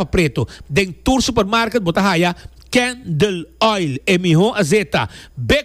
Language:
Papiamento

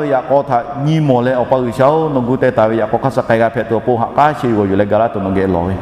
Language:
Lahu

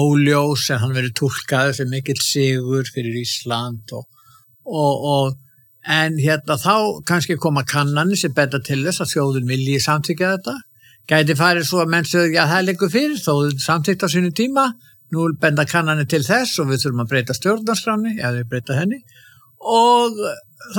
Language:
Icelandic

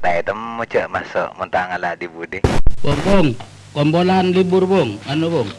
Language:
Madurese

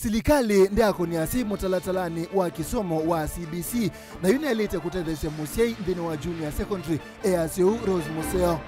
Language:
Kamba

